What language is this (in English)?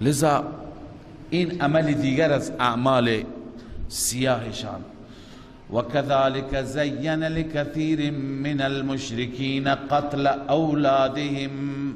Persian